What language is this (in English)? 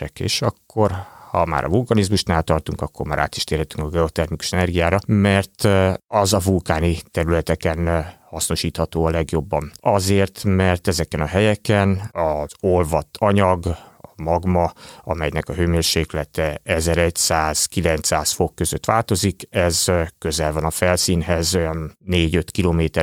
Hungarian